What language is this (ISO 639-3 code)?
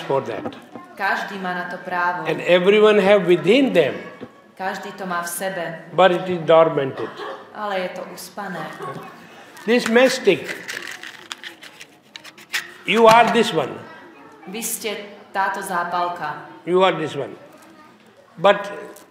slk